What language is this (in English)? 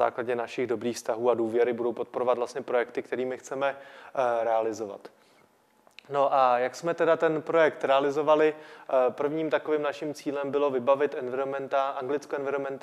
Czech